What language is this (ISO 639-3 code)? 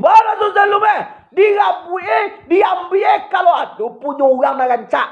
min